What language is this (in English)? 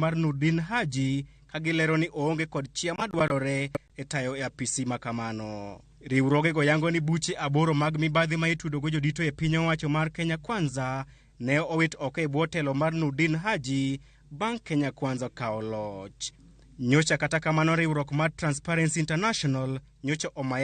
Luo (Kenya and Tanzania)